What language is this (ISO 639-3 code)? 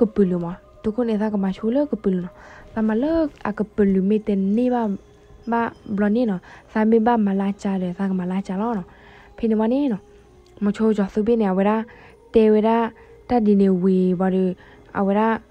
ksw